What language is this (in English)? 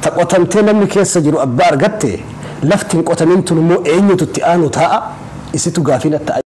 Oromo